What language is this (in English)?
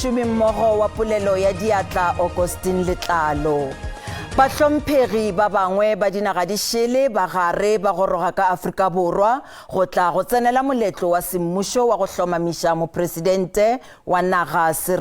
Northern Sotho